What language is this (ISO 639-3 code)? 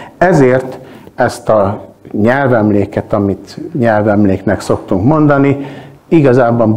hun